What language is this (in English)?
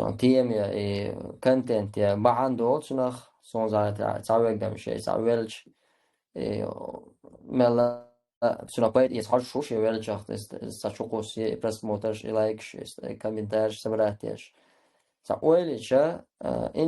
Chechen